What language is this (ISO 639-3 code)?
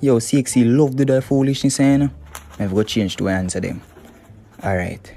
jam